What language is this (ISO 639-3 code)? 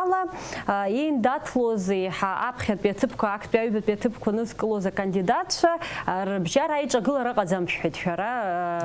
abk